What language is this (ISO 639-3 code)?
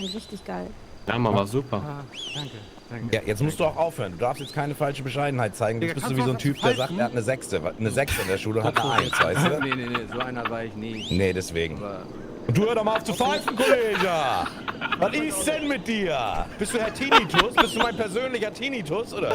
gsw